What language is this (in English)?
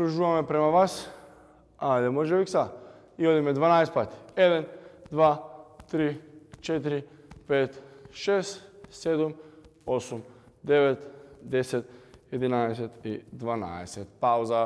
Macedonian